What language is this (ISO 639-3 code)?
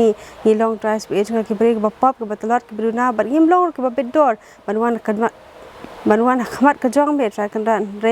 kha